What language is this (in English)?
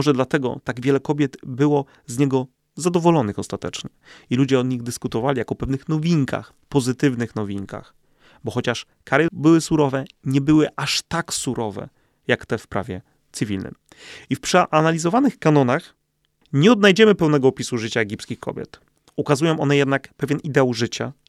Polish